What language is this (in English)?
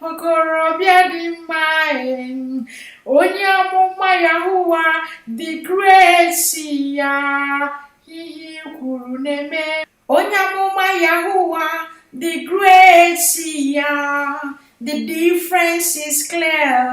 Igbo